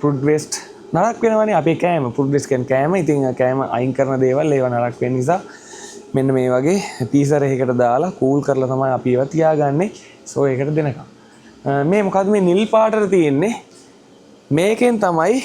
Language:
Sinhala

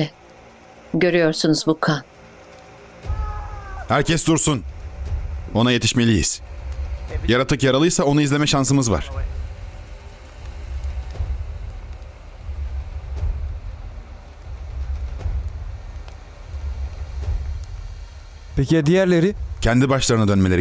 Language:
Turkish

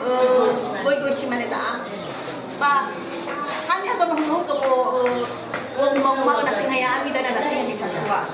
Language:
Nias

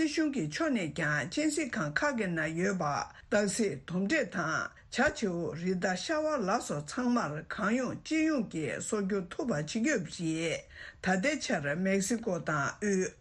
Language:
Tibetan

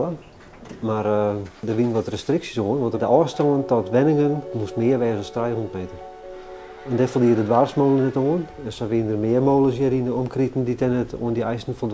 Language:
Western Frisian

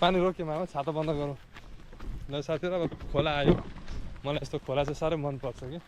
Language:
Nepali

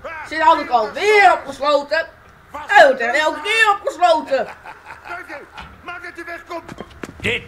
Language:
Dutch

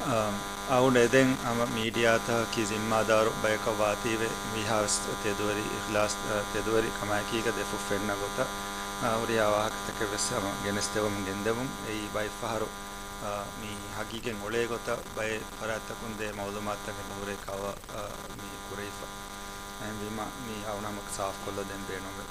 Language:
Divehi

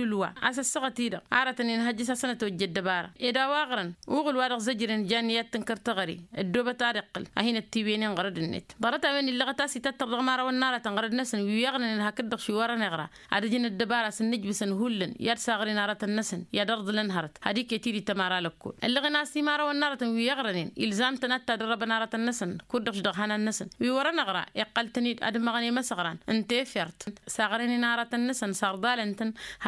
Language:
Tamasheq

